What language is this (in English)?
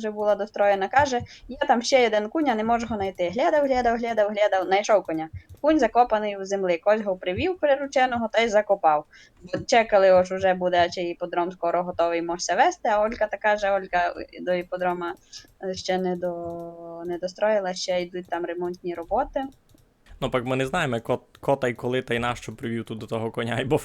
Rusyn